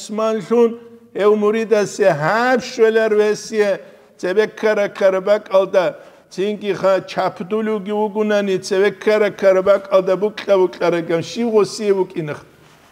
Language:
Avaric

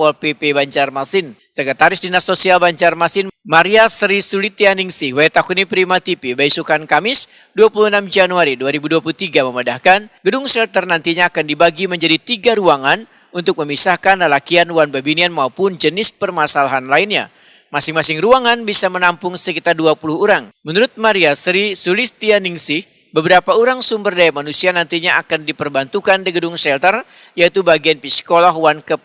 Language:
Banjar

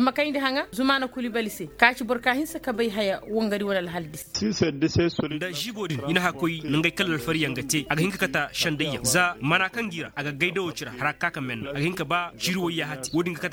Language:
Koyraboro Senni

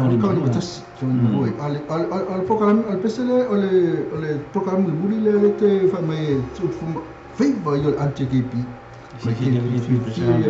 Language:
Samoan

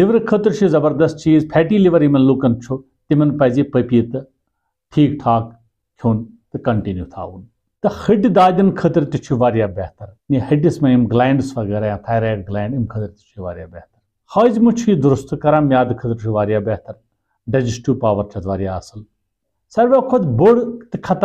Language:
Kashmiri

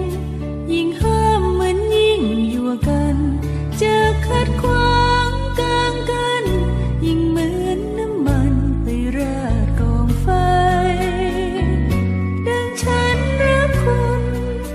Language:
Thai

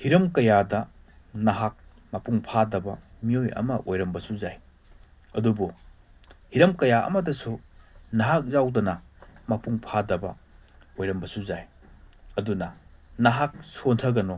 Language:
Manipuri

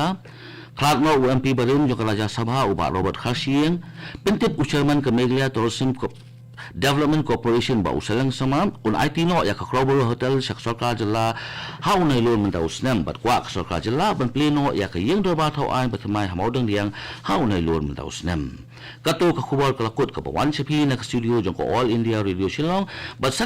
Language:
Khasi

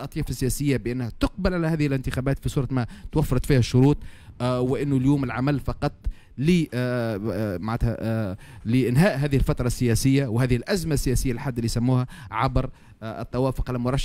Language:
Tunisian Arabic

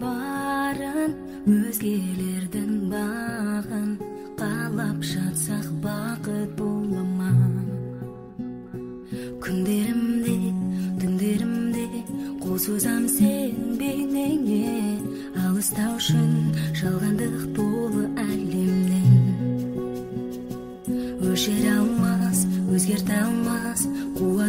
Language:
Kazakh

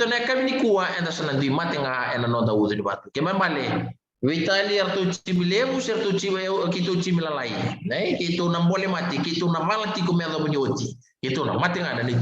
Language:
Fijian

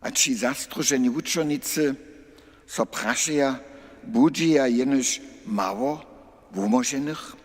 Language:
Upper Sorbian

